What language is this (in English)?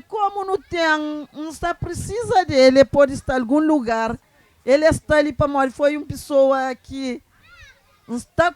Kabuverdianu